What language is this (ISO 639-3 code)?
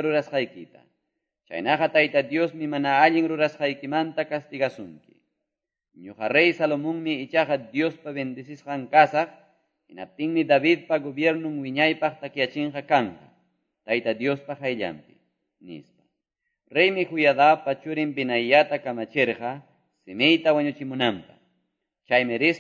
que